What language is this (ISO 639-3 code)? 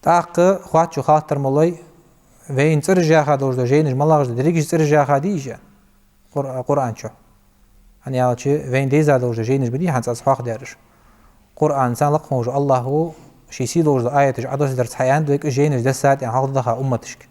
inh